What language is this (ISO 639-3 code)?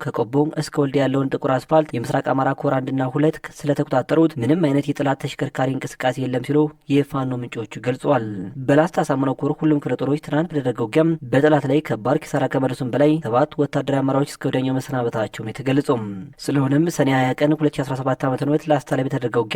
amh